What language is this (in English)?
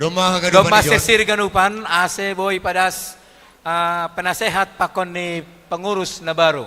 Batak Simalungun